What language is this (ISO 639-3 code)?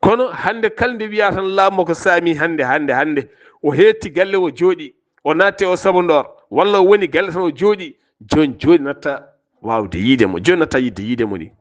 ful